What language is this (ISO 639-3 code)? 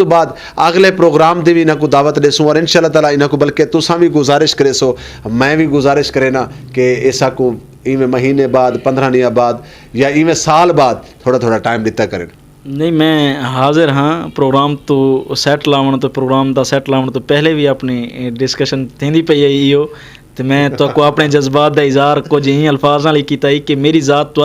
skr